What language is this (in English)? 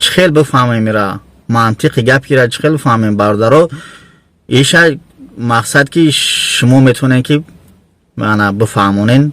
Tajik